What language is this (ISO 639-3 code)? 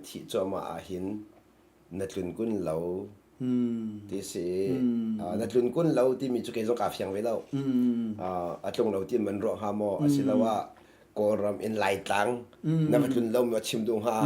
cnh